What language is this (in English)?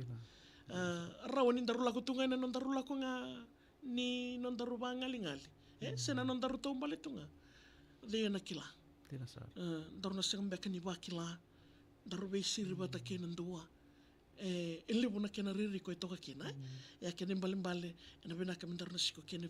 Fijian